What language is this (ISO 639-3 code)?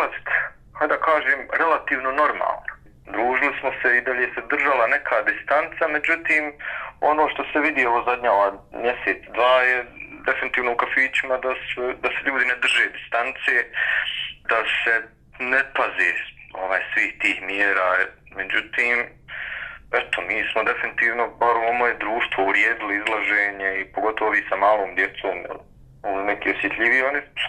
bos